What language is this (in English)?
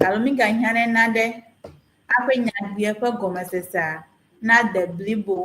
Ewe